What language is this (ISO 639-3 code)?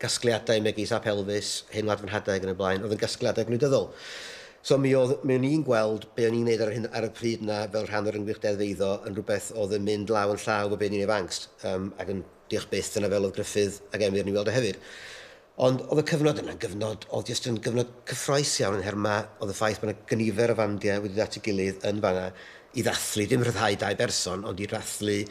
cym